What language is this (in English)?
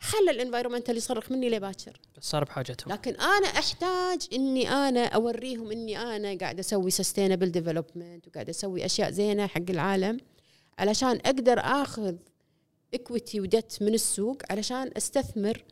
Gulf Arabic